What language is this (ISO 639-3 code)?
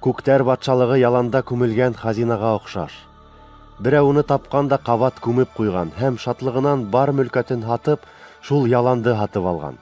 bak